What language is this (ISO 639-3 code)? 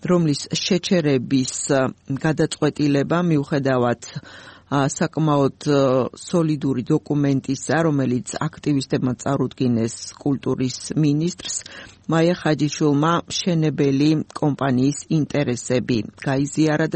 kat